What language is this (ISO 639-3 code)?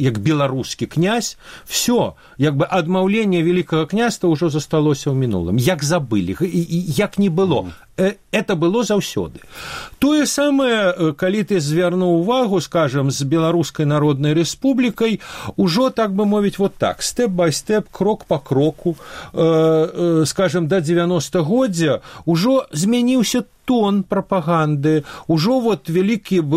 bel